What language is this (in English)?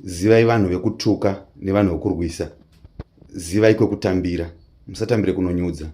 Shona